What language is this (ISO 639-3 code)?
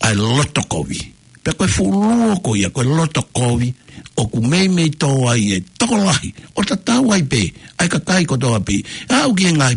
ton